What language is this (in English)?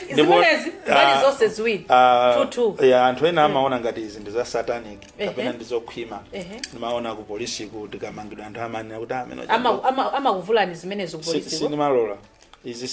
Nyanja